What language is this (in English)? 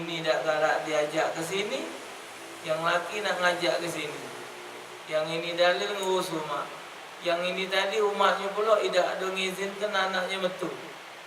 Musi